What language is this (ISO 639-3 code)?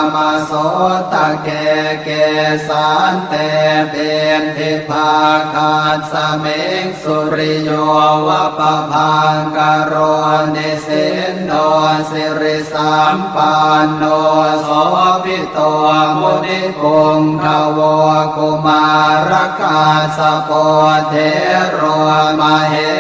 pli